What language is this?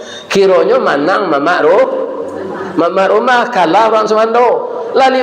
Minangkabau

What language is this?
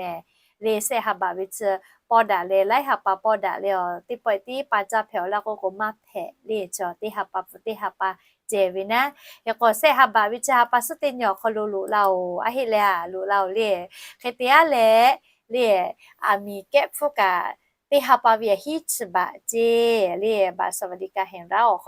Lahu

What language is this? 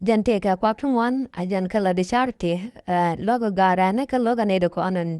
Nuer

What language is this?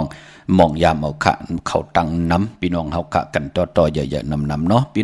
Shan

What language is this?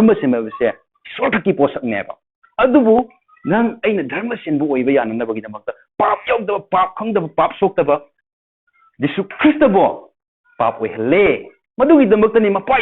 Manipuri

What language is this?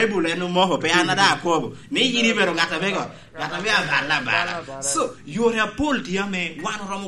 Lango (Uganda)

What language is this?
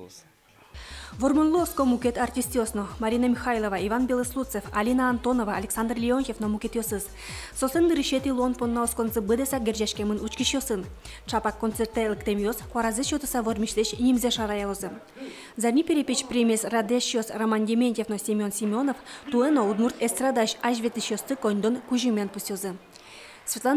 Udmurt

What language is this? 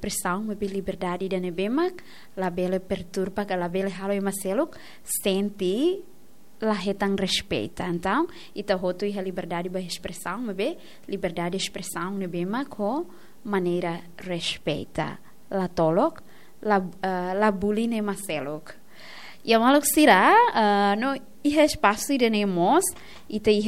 Tetum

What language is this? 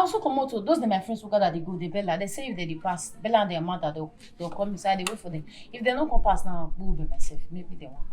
Nigerian Pidgin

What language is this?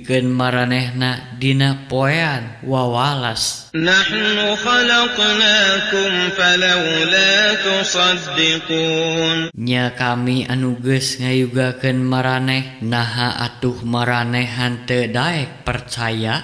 Sundanese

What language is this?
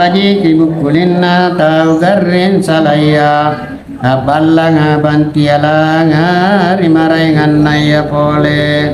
Makasar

